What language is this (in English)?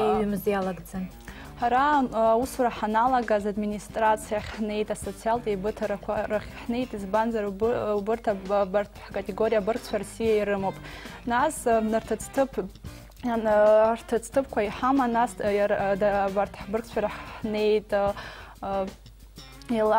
Abkhazian